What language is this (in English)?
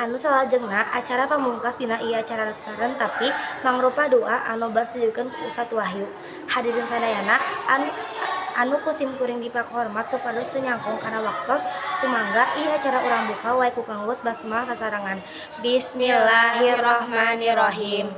Sundanese